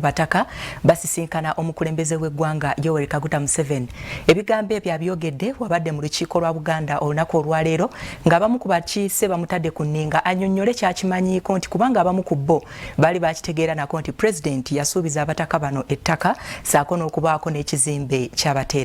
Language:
Ganda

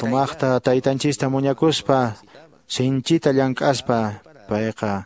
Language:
Quechua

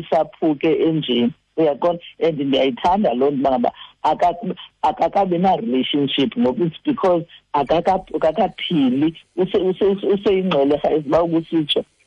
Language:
Xhosa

